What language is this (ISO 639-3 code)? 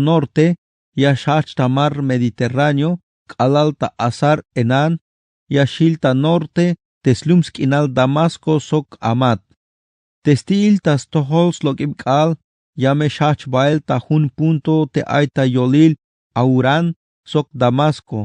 tzh